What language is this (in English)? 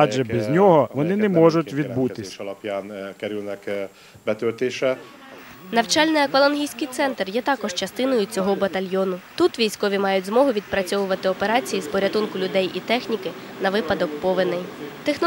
Ukrainian